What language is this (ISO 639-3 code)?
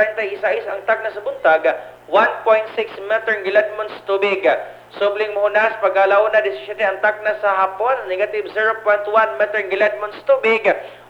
ceb